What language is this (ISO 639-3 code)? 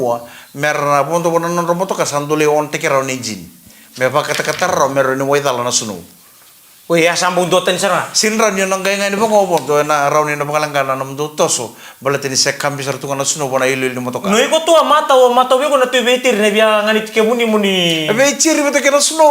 fij